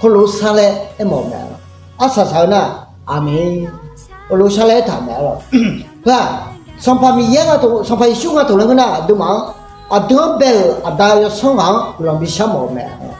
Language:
Akha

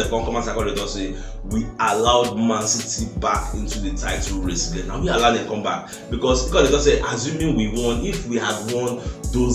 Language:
Nigerian Pidgin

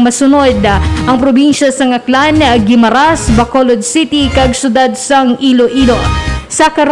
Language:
Hiligaynon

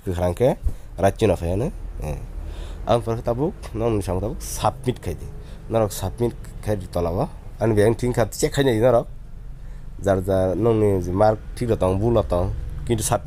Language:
Kok Borok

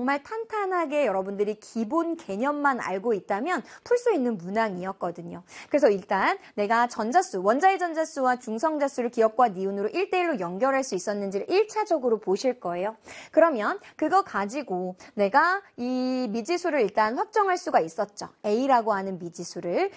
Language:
Korean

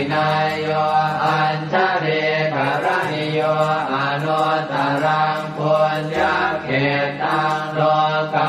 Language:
Pali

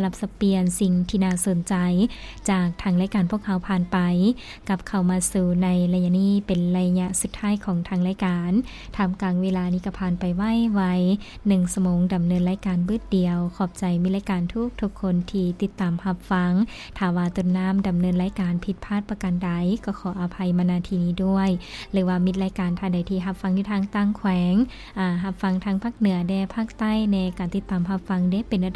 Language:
Lao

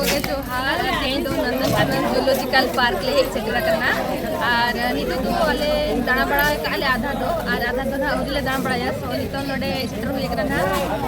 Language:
Santali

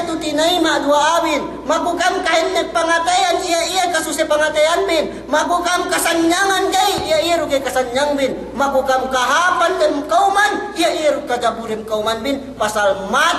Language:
Yakan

